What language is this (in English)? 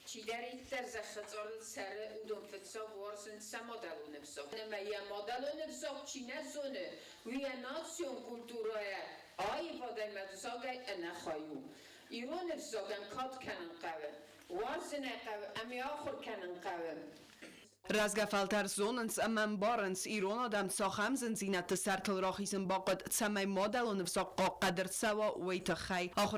Ossetic